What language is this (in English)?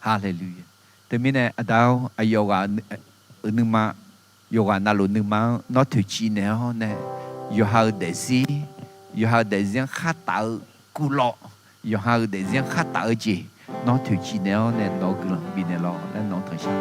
Akha